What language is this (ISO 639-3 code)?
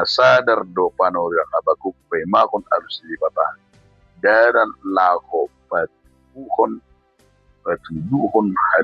bbc